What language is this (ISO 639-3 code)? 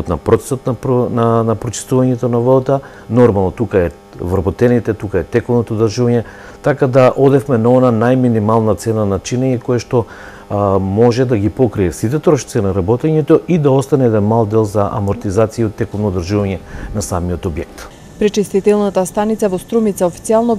mkd